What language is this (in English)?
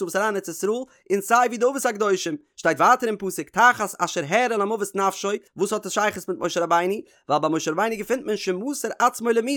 Yiddish